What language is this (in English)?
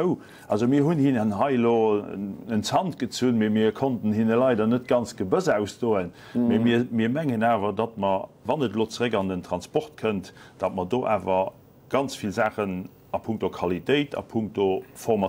Luxembourgish